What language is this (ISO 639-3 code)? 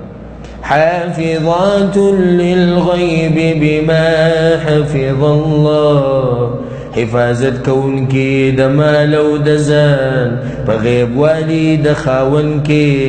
pus